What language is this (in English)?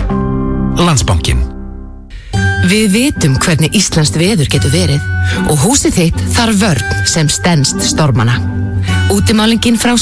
Icelandic